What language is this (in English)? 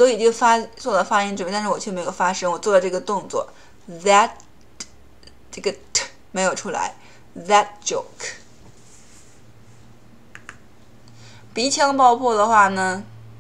Chinese